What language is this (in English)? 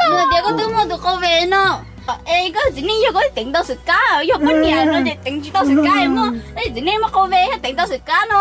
Hmong